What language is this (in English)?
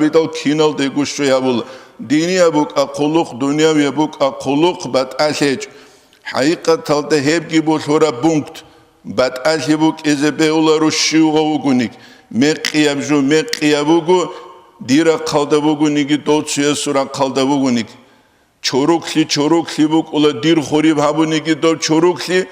Avaric